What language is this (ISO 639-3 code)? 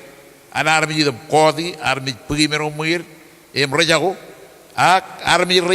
mah